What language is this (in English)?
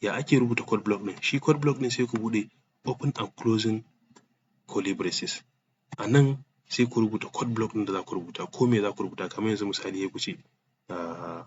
Hausa